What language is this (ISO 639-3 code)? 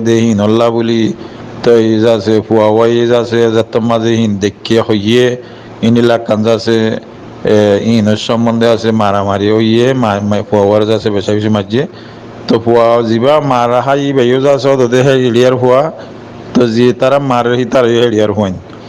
rhg